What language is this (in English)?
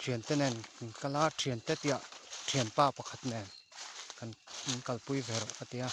Mizo